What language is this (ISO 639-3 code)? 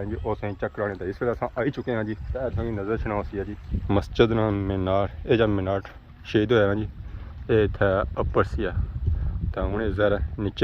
phr